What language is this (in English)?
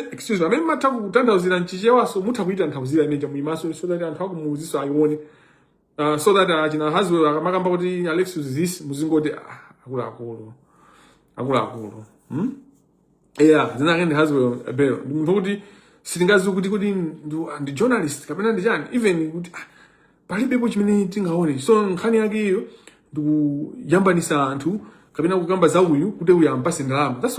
Nyanja